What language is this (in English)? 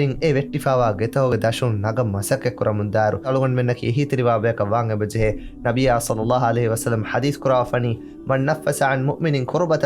Divehi